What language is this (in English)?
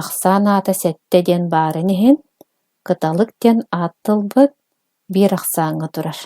Yakut